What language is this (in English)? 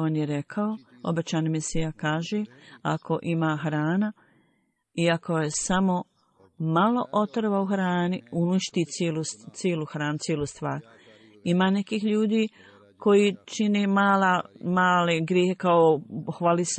Bosnian